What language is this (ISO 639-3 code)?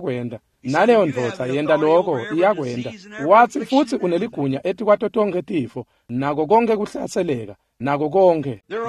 ssw